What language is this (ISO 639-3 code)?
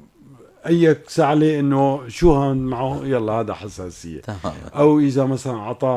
apc